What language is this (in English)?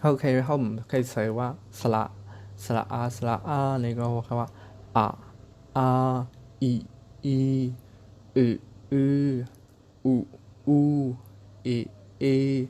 Shan